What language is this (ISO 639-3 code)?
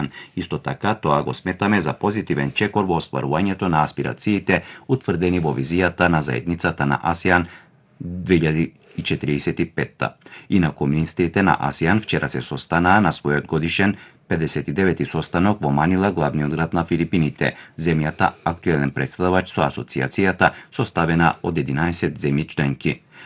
mkd